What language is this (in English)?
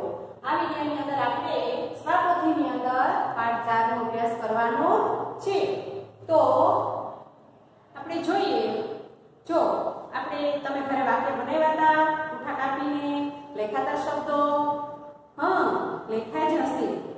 Gujarati